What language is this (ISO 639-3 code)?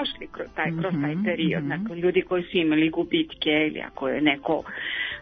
srp